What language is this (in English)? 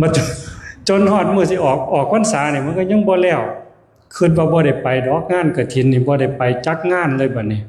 Northeastern Thai